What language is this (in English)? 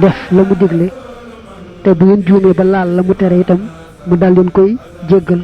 Wolof